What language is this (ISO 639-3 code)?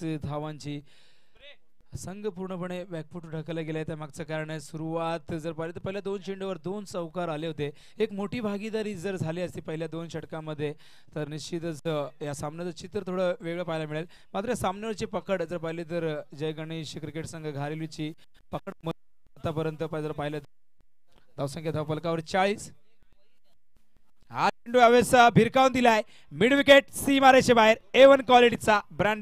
mar